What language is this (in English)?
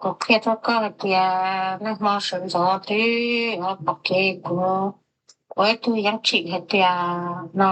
Hmong